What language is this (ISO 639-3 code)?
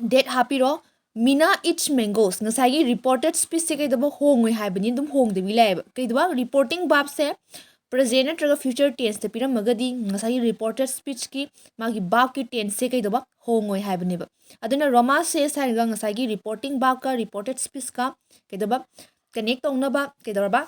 mni